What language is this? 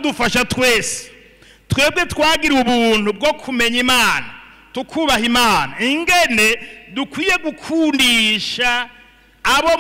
Rundi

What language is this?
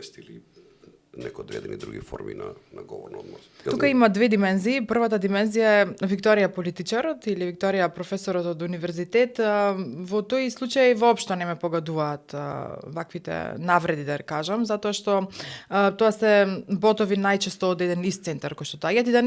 Macedonian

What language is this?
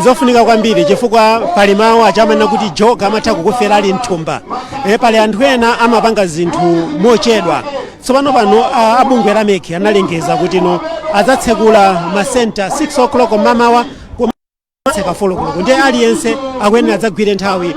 Nyanja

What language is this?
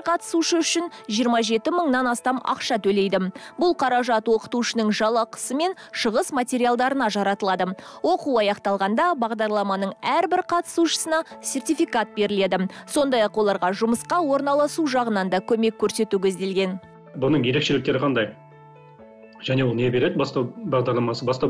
Kazakh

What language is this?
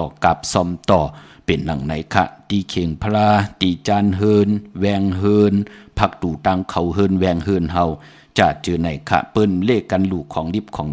Shan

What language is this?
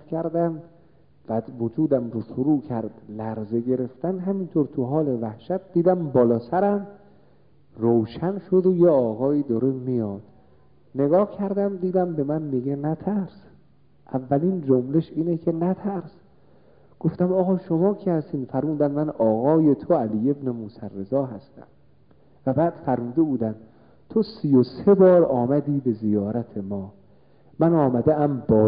Persian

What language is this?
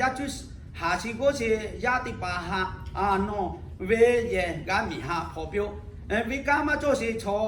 Lahu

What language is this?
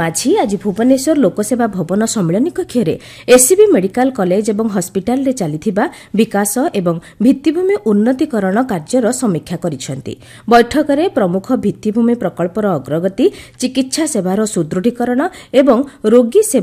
Odia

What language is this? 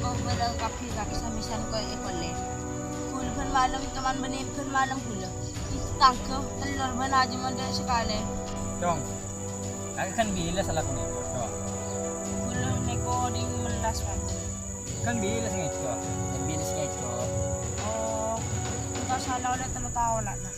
Madurese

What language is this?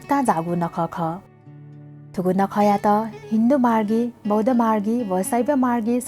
Newari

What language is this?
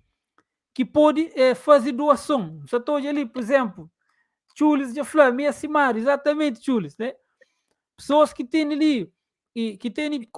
Kabuverdianu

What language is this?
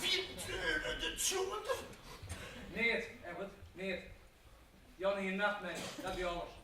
Western Frisian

